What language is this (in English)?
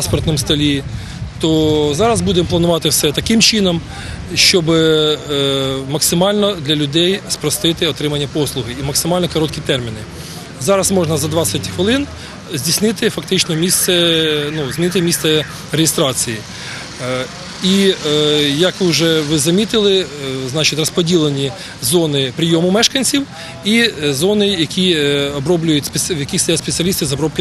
Ukrainian